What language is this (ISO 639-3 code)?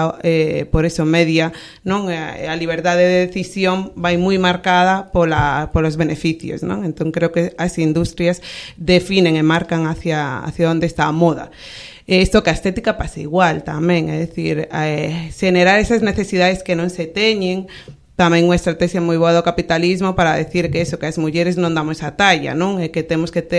glg